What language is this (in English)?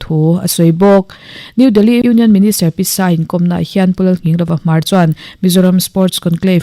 Mizo